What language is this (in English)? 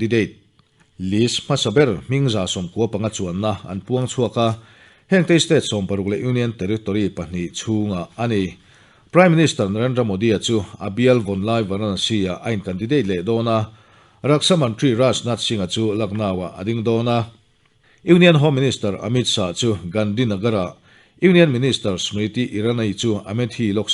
Mizo